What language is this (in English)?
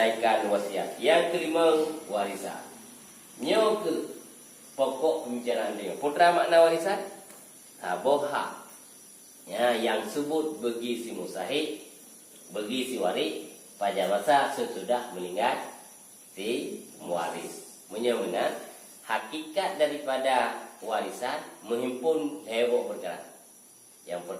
Achinese